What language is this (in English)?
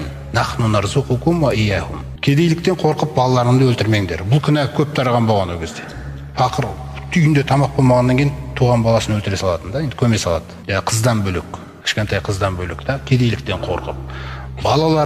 Kazakh